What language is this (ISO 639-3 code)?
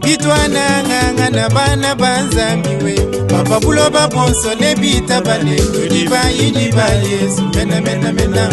lua